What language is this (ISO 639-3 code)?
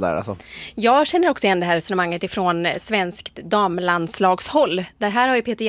swe